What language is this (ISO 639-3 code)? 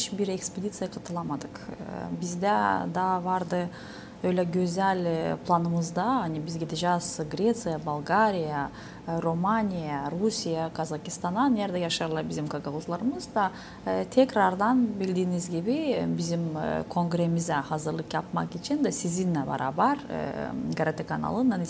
gag